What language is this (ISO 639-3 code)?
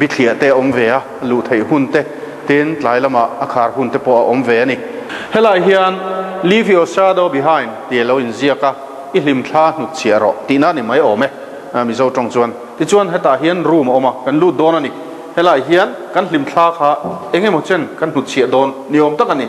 lus